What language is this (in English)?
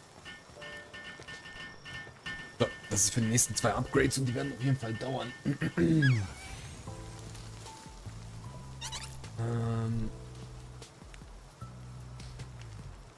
German